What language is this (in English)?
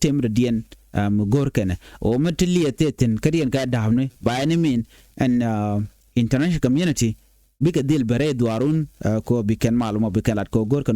Nuer